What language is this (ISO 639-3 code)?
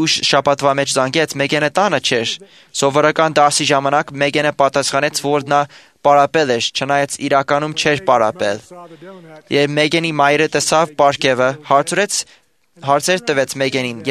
hye